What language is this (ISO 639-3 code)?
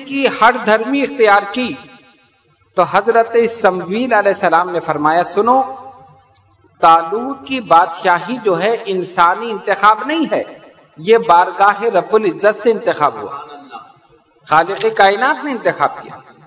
urd